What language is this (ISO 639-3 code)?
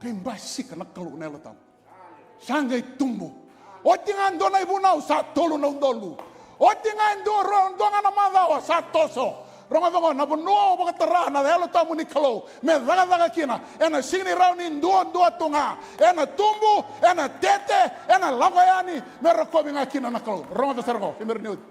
fij